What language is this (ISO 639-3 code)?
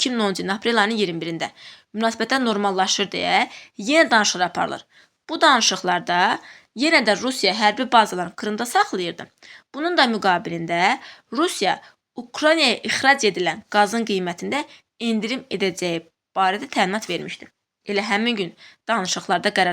aze